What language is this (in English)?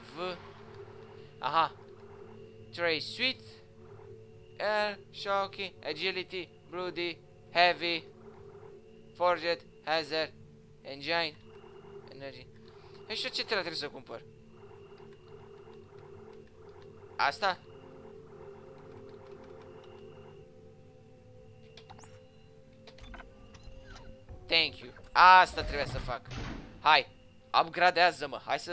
Romanian